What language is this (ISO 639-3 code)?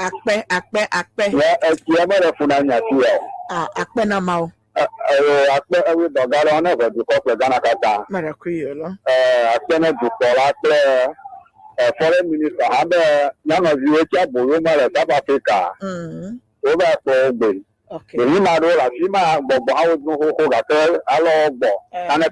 ewe